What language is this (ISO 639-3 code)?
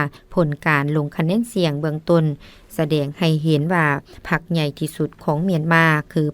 lao